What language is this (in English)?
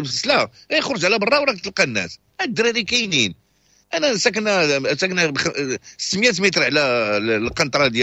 Moroccan Arabic